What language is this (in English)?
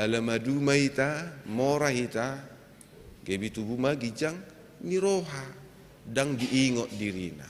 Batak Toba